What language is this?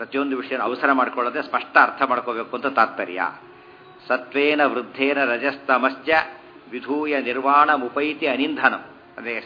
Kannada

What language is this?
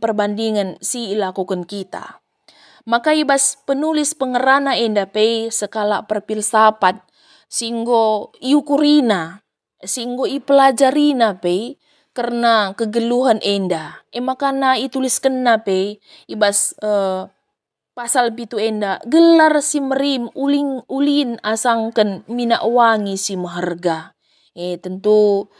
Batak Karo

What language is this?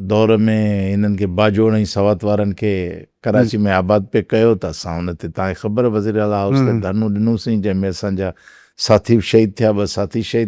Sindhi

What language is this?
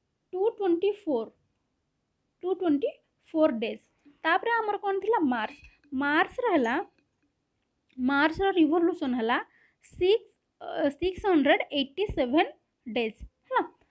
Hindi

